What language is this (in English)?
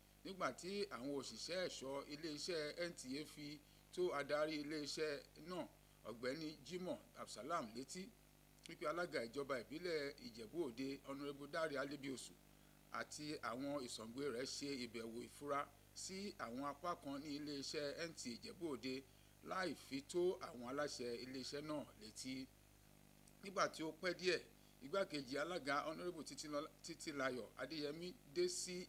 Yoruba